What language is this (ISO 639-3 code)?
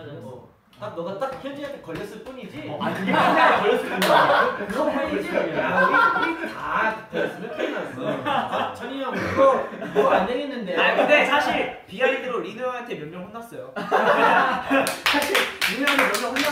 kor